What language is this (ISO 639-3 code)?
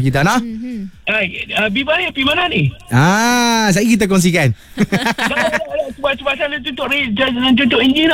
msa